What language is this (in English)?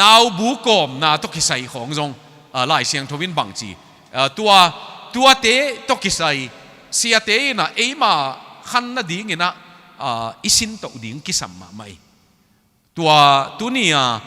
Tedim Chin